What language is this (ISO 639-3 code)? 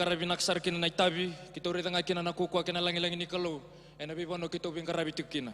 fij